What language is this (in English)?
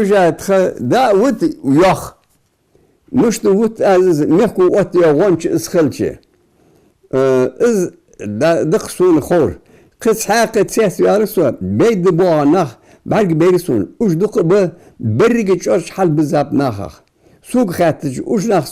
Ingush